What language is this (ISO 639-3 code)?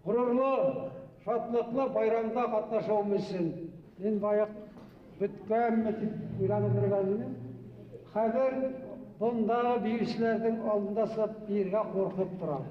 bak